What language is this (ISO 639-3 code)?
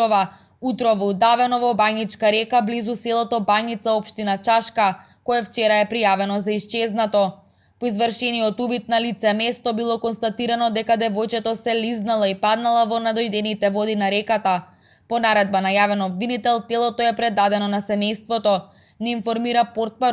mkd